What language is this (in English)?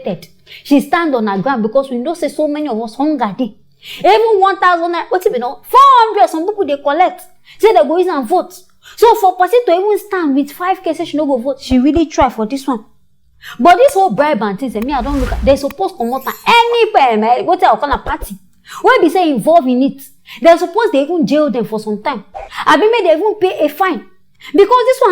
Nigerian Pidgin